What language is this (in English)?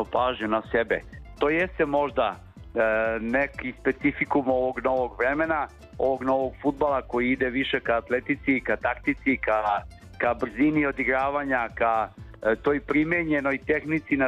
Serbian